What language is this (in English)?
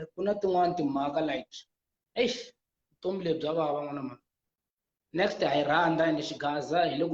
Tsonga